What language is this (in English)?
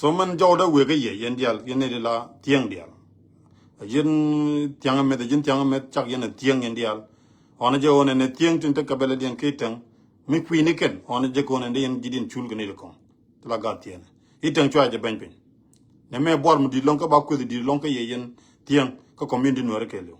Nuer